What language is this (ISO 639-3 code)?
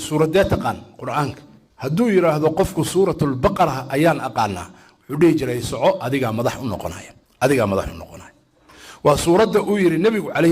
som